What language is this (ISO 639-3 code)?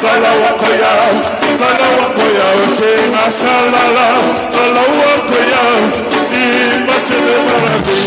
ton